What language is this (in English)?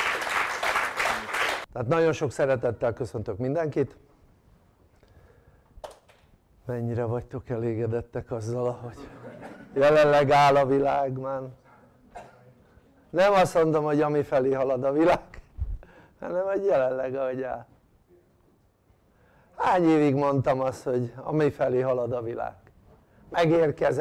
Hungarian